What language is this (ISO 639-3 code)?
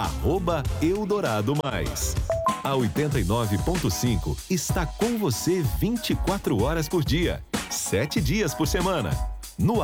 por